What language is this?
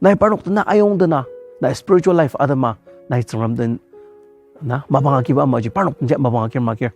Ao Naga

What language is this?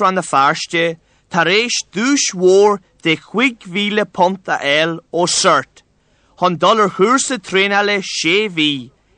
Irish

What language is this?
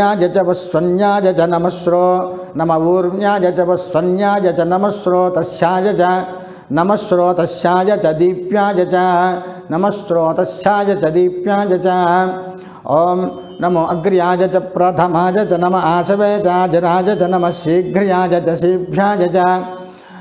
Sanskrit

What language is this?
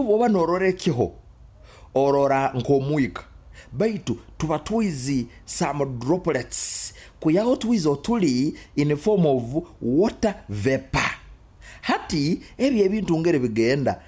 Nyoro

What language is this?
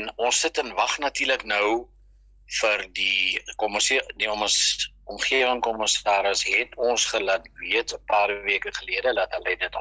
Afrikaans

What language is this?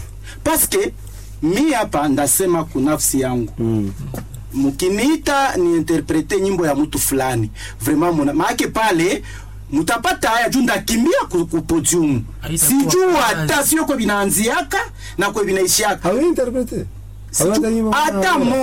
Swahili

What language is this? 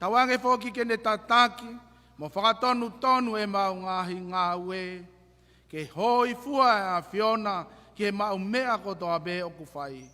Tongan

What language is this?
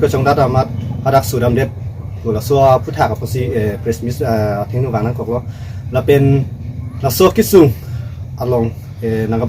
Karbi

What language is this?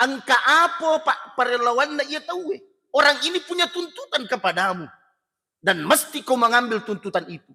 Buginese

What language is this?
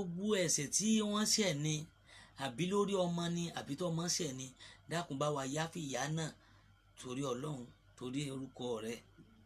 Yoruba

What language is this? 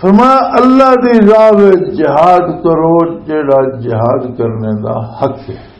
Western Panjabi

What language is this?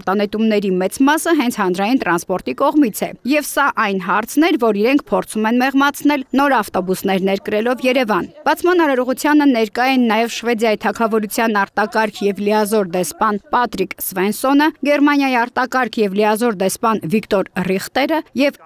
Armenian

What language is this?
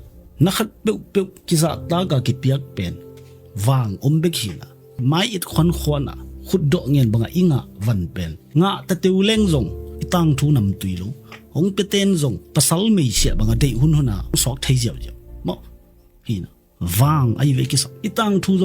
Tedim Chin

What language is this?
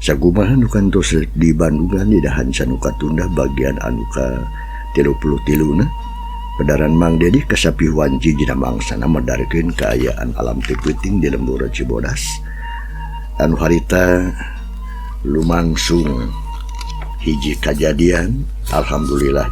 Sundanese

